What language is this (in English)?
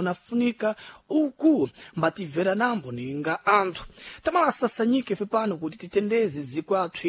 Sena